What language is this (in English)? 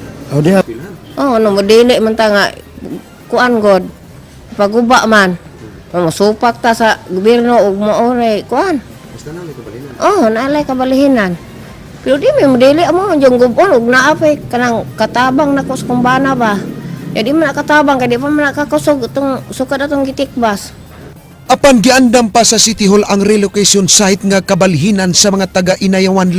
Cebuano